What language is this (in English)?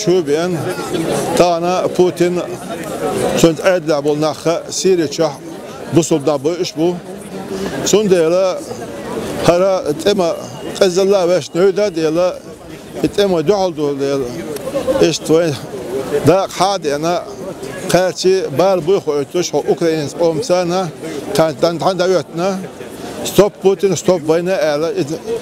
Chechen